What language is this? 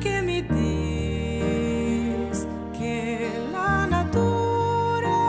Friulian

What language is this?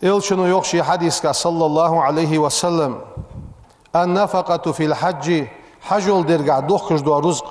Ingush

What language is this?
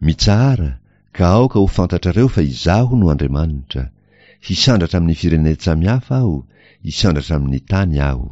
Malagasy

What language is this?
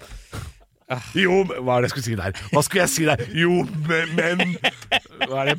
Norwegian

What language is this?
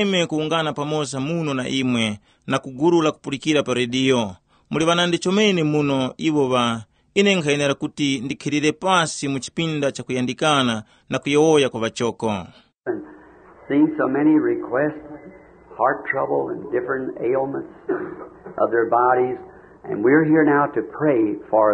Tumbuka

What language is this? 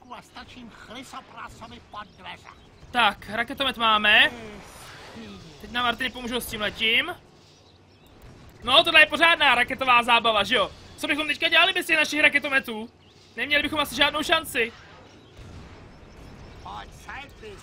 Czech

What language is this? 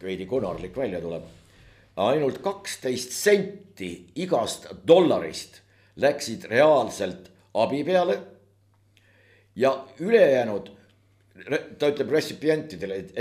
Estonian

